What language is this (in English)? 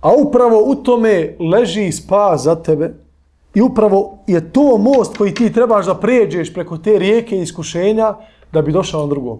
Bosnian